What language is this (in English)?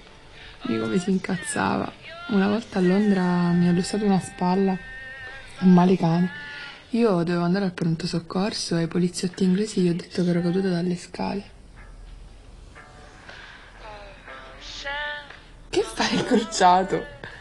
Italian